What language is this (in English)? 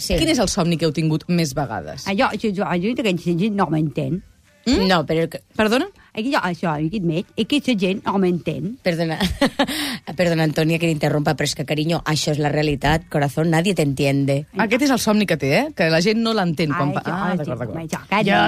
Catalan